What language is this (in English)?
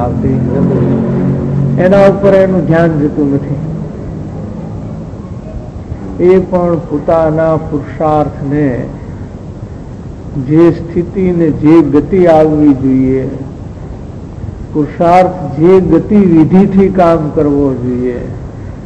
Gujarati